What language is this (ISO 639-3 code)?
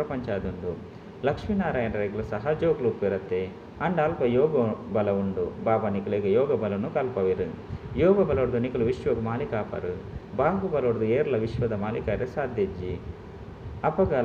tcy